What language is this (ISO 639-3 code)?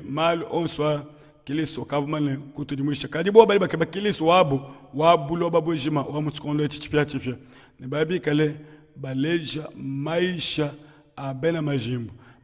lua